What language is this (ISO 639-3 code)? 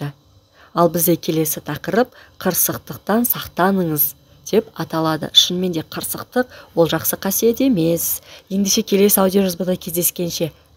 kaz